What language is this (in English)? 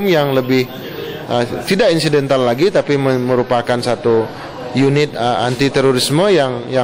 Indonesian